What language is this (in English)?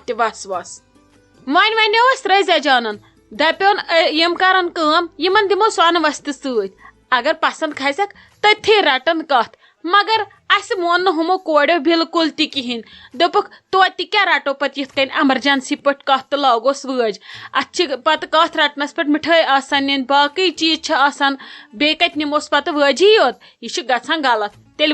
Kashmiri